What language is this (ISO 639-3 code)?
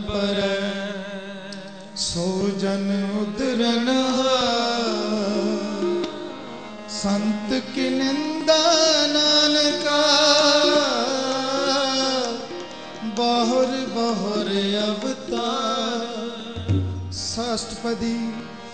pan